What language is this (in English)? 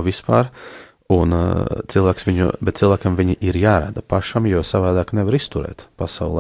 Latvian